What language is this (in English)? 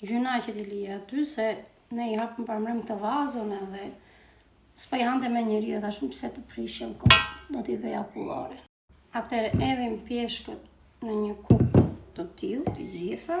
Albanian